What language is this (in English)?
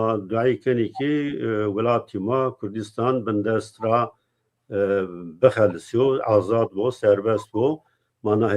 Zaza